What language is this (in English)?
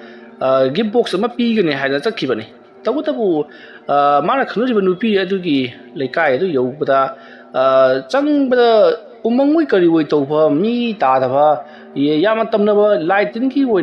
Manipuri